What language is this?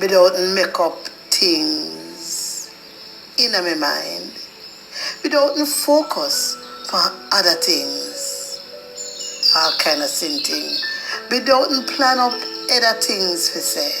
Jamaican Creole English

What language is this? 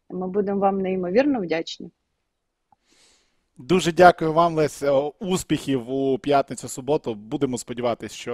Ukrainian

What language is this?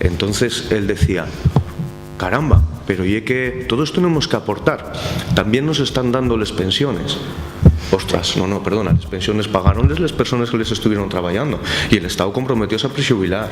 Asturian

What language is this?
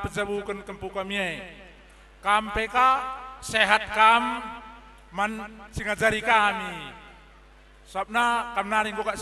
Batak Karo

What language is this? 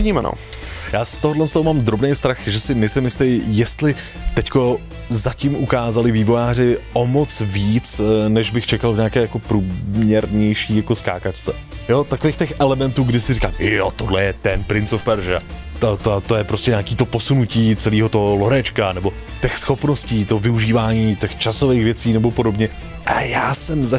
Czech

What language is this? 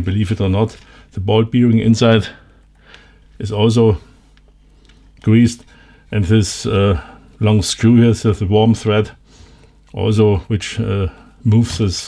English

